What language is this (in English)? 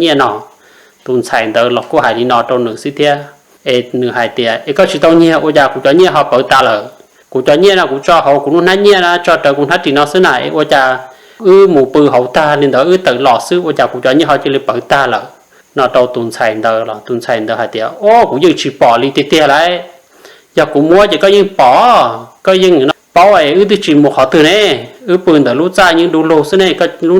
Hmong